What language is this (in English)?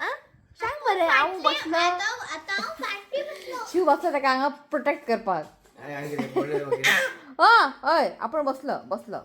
Konkani